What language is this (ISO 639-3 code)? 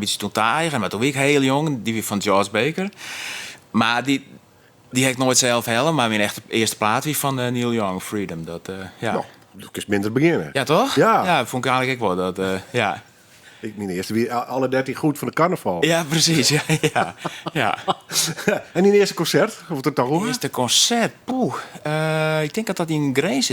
fry